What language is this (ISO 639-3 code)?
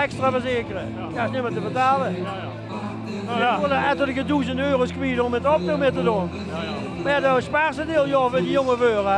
lim